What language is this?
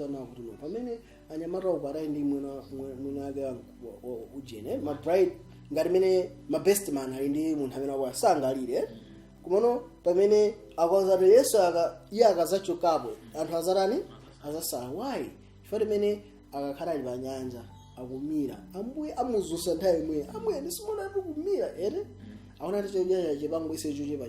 Nyanja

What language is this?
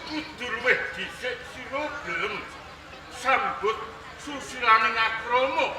Javanese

